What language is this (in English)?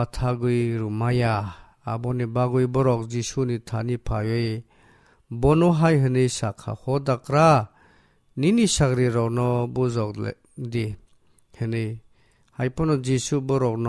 Kok Borok